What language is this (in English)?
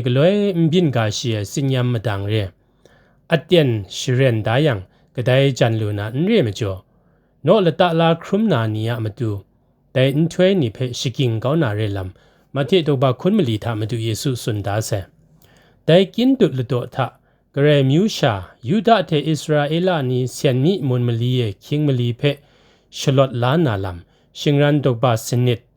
Kachin